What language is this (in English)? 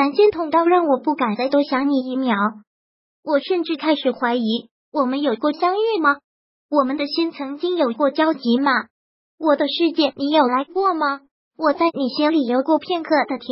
Chinese